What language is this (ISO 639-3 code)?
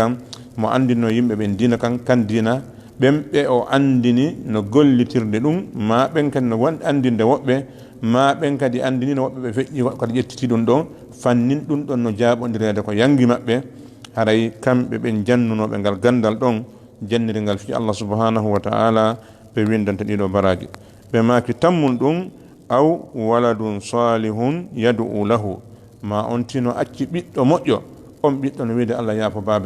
ful